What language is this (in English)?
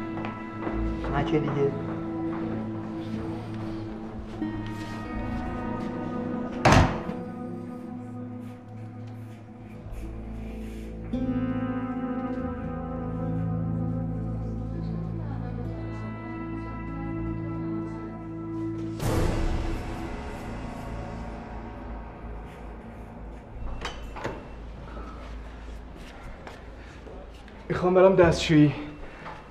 Persian